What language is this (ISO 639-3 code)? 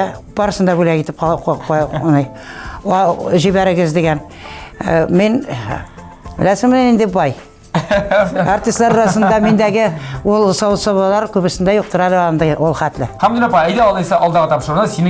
tat